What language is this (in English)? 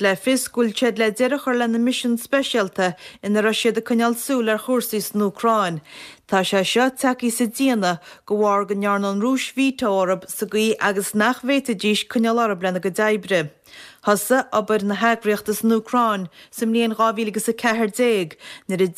Irish